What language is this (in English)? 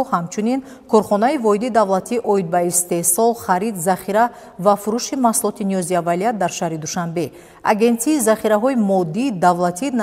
Tajik